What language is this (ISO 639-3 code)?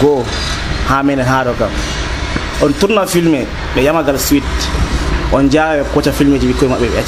fuv